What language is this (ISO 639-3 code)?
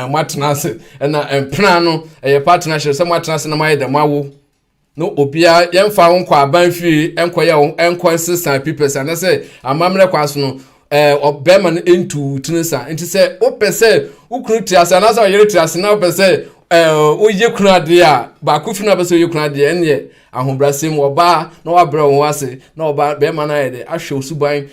aka